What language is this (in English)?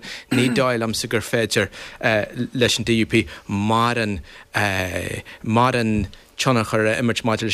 Irish